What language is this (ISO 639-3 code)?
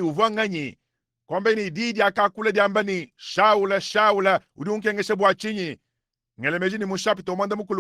lua